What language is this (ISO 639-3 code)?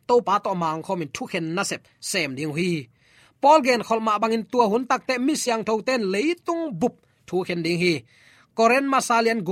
ctd